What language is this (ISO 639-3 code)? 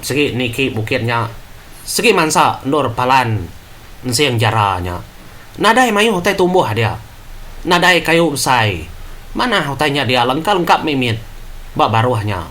iba